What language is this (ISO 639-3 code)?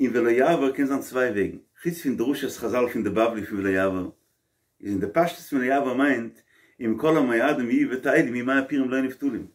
yid